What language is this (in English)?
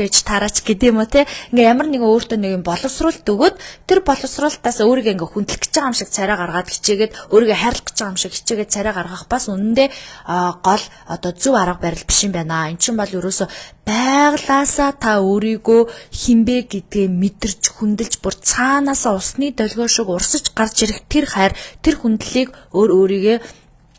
Mongolian